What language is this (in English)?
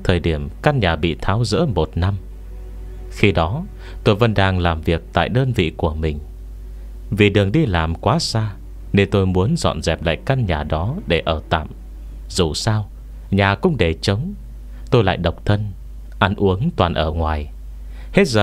Vietnamese